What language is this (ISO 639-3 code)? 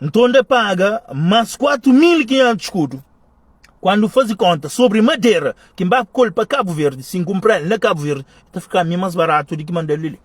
kea